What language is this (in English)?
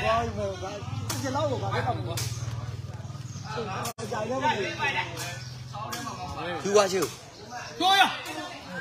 Burmese